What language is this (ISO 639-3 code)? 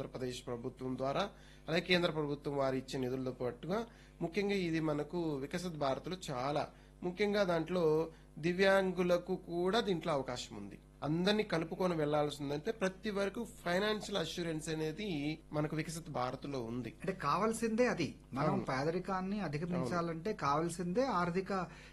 tel